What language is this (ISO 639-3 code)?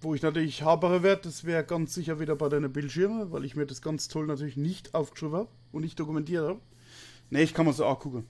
pfl